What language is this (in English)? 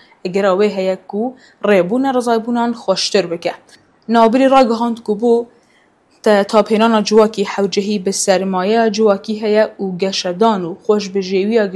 Kurdish